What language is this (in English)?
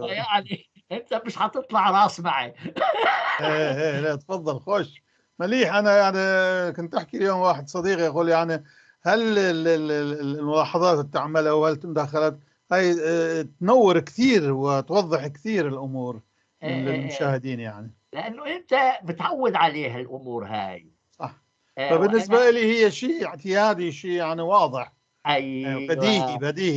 North Levantine Arabic